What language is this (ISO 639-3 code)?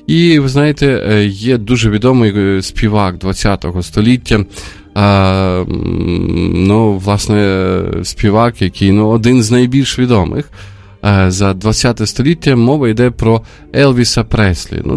ukr